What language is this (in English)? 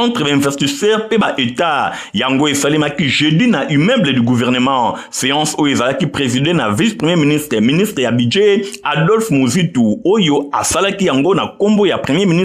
Lingala